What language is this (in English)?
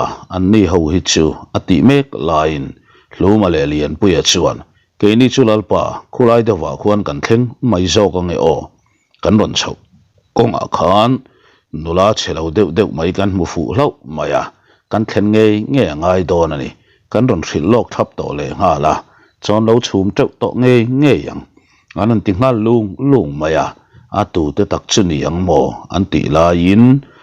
Mizo